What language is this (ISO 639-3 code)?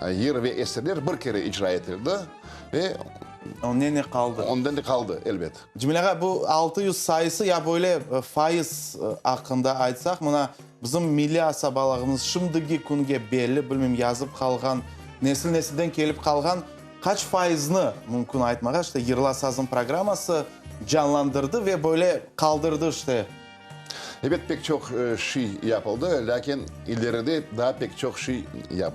crh